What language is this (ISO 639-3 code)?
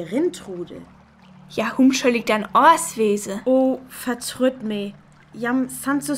frr